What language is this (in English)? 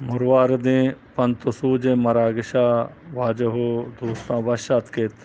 Eastern Balochi